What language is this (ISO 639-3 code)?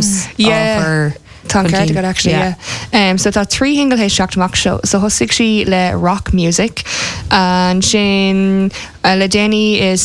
gle